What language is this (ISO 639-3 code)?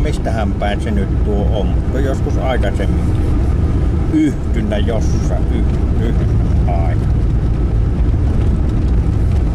fin